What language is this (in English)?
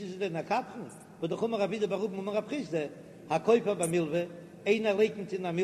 Yiddish